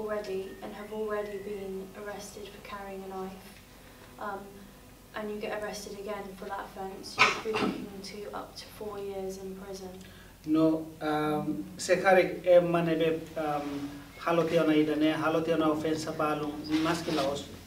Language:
Tetum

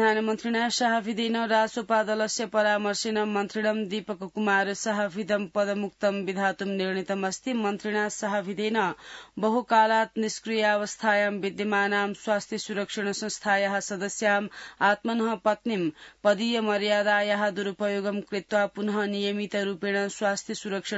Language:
Sanskrit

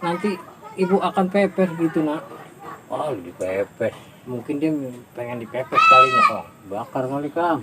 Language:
Betawi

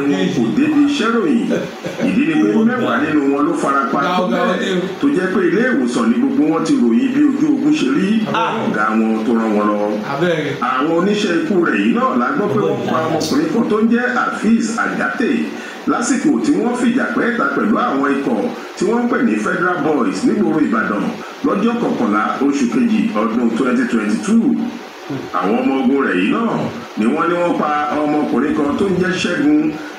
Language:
Yoruba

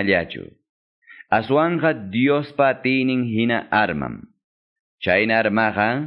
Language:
Quechua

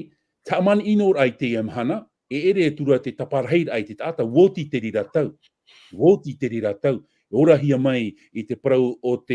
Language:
Tahitian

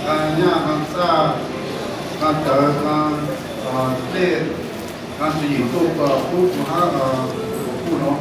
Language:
Hmong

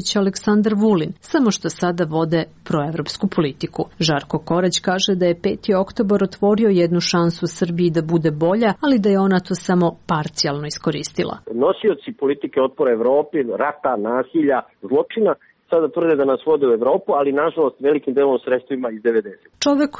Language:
Serbian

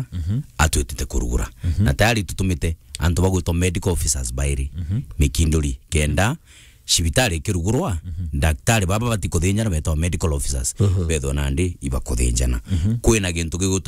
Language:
Meru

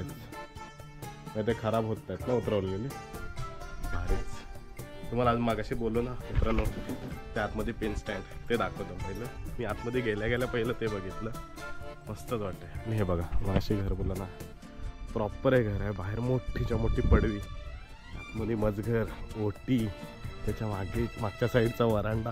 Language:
Marathi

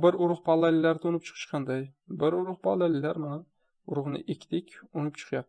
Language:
Uzbek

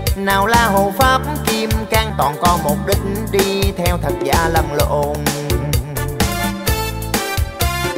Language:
Vietnamese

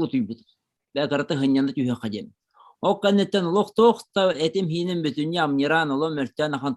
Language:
Yakut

